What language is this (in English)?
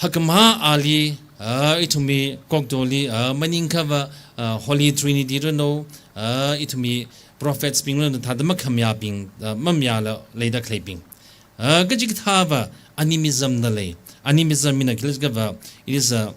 Tangkhul Naga (India)